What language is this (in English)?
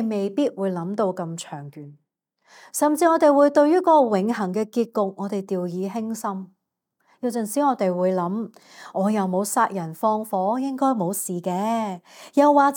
Cantonese